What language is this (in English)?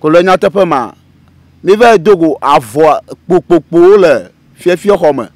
Ewe